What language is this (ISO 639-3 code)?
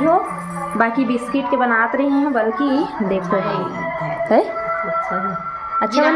hne